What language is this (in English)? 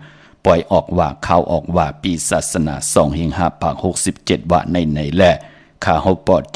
Shan